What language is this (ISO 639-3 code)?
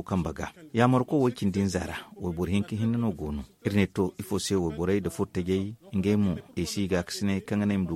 dje